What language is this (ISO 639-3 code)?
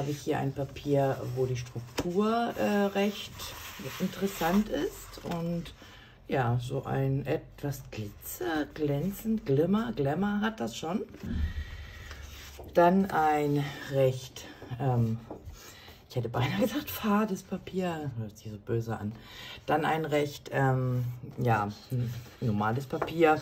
deu